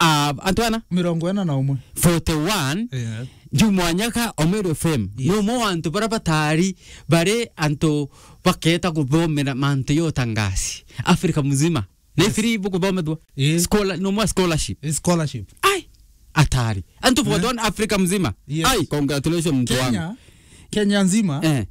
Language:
Meru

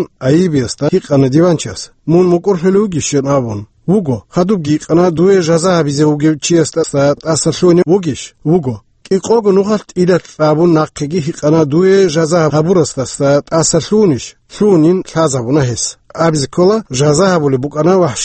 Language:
Avaric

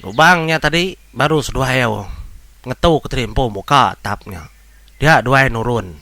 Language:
Iban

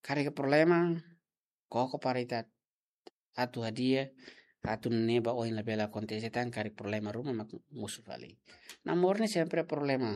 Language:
Tetum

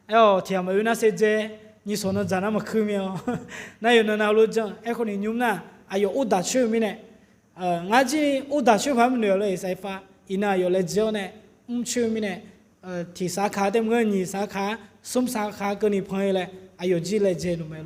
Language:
Akha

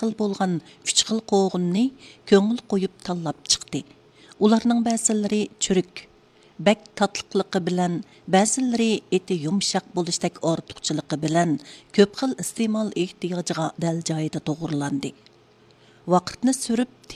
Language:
Uyghur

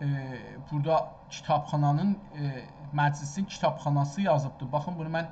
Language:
South Azerbaijani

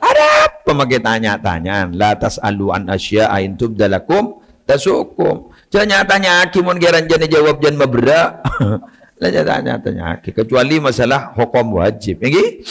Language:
Madurese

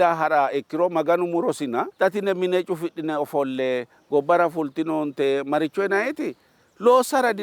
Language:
Sidamo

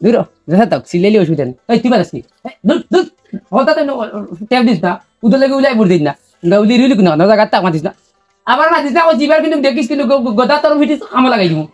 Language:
Sylheti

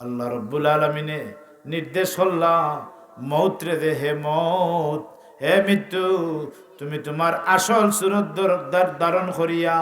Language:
Sylheti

